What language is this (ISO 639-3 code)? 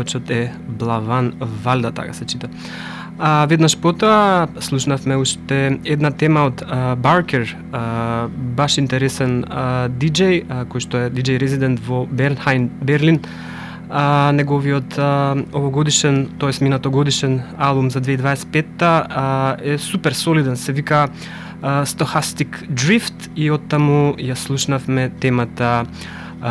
mkd